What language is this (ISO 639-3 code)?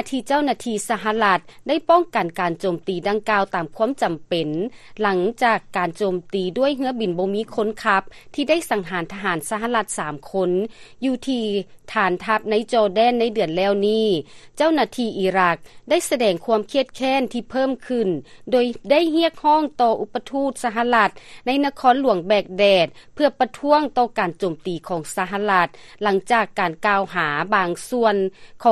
lao